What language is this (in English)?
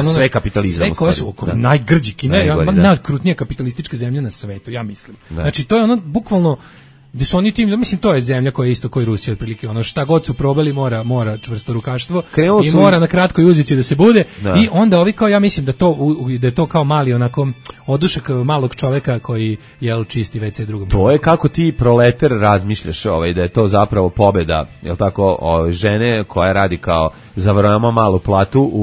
Serbian